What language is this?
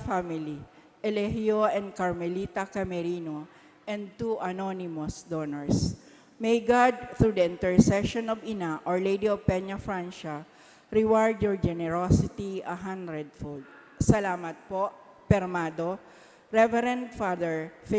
Bikol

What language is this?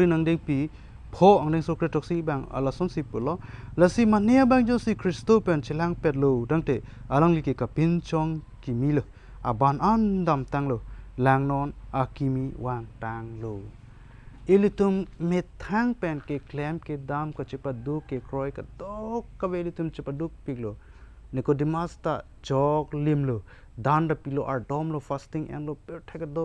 Karbi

